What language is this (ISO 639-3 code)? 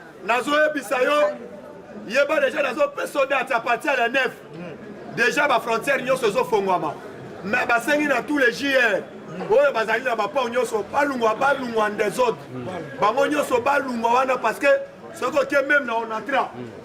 lin